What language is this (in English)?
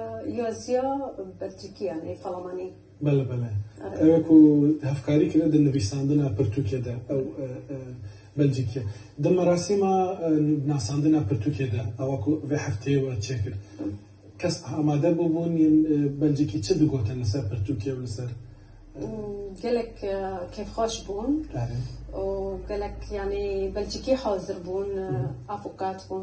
Kurdish